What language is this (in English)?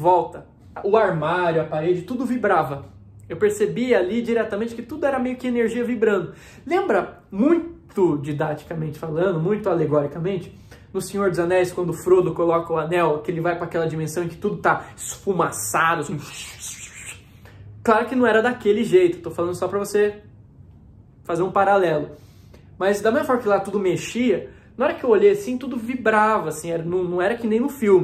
Portuguese